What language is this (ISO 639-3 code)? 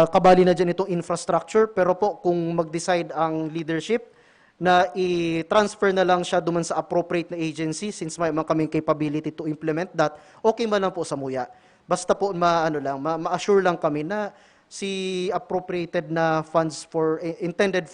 bik